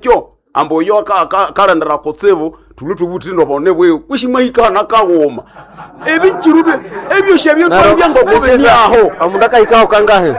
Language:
Nande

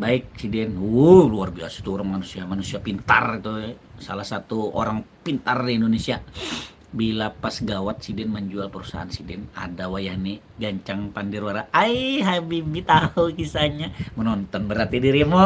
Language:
Banjar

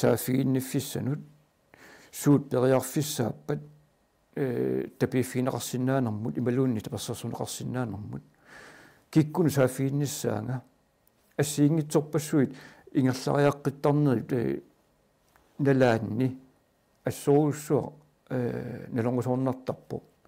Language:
Kalaallisut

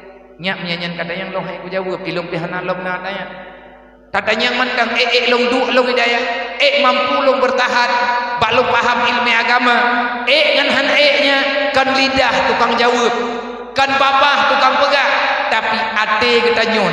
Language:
Achinese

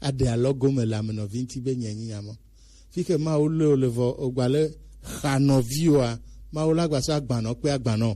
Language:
Gen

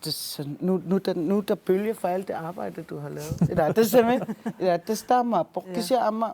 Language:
Kalaallisut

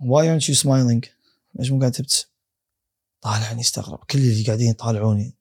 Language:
Gulf Arabic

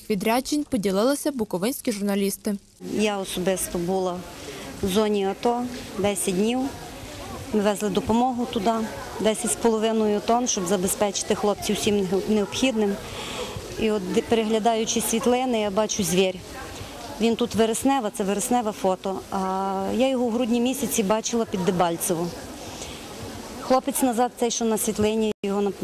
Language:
Ukrainian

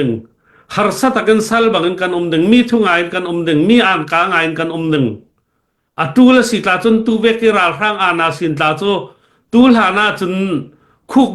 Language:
Falam Chin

